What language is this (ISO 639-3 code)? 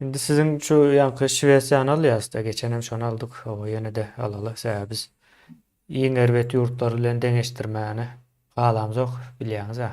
tuk